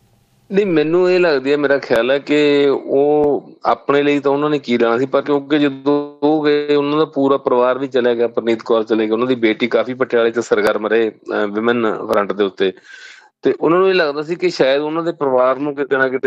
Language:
Punjabi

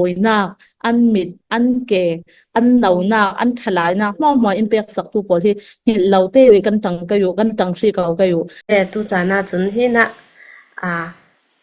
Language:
Falam Chin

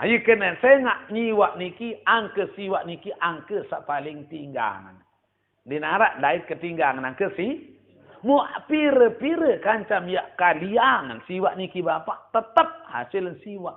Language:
Sasak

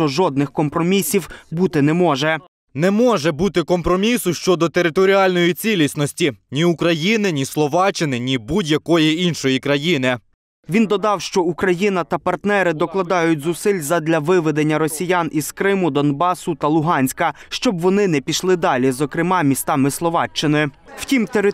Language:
Ukrainian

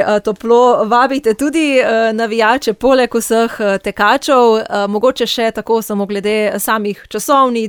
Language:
Slovenian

